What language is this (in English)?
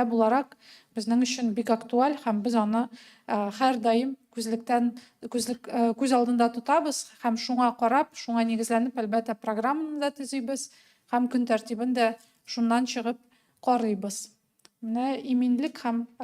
Tatar